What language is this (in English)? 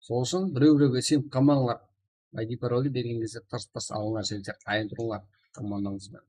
Kara-Kalpak